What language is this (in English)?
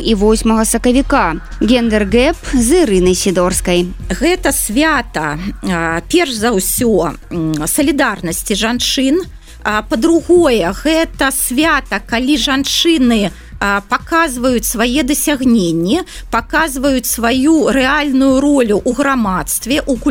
Belarusian